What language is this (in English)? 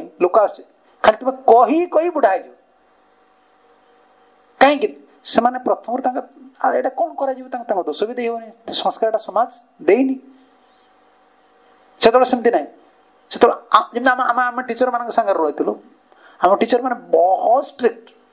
Odia